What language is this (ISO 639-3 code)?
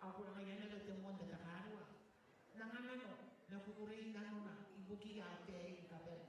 gil